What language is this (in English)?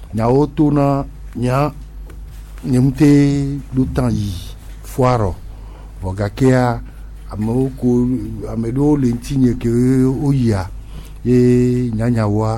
Gen